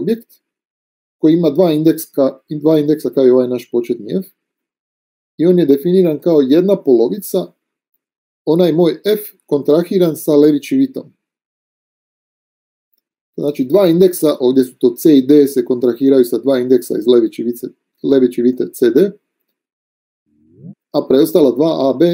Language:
Croatian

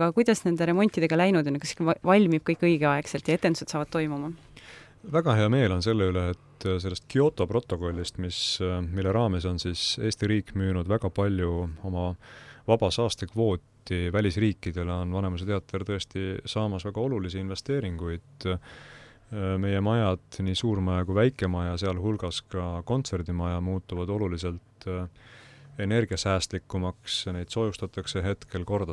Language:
Estonian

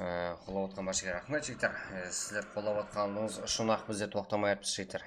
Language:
Kara-Kalpak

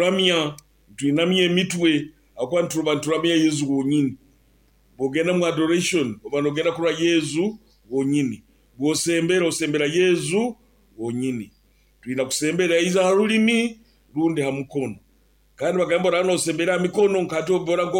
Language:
Nyoro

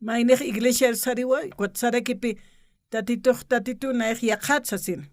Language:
Aymara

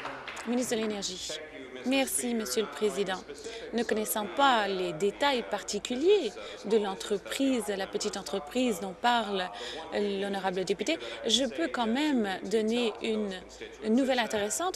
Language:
French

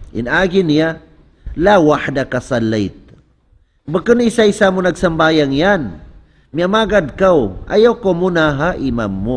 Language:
Tausug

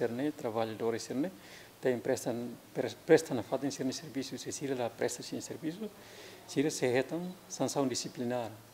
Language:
Tetum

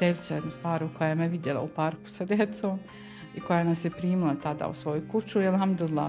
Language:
Bosnian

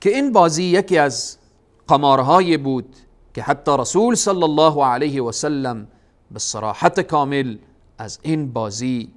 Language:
Persian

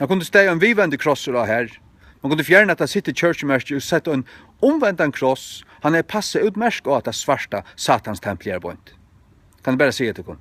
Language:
Faroese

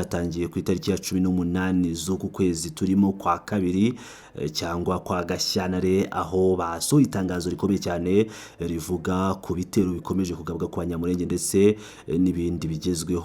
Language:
Kinyarwanda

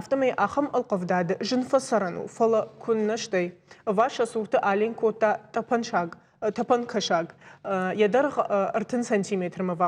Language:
Ossetic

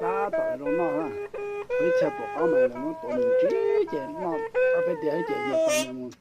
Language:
Hmong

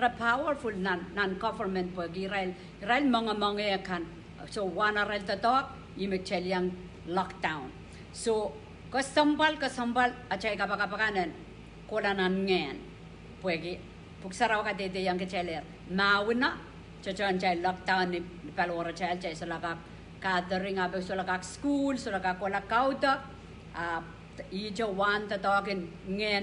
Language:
Pohnpeian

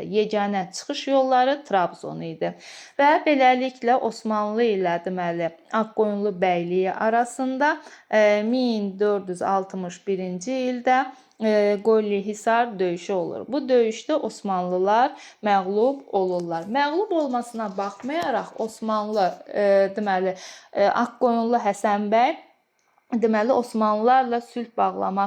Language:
Azerbaijani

